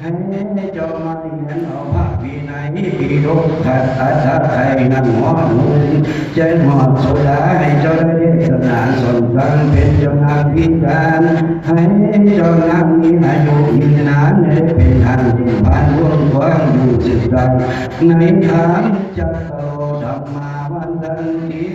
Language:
Lao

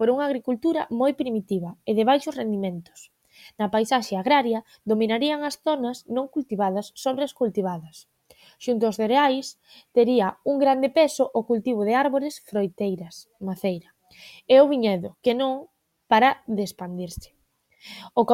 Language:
Galician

